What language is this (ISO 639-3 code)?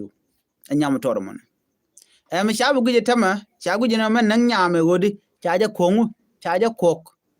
nus